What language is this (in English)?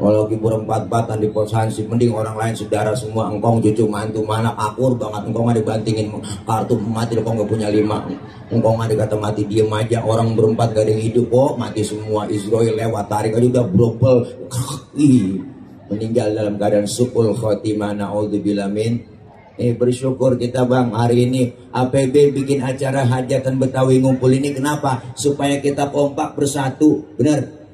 Betawi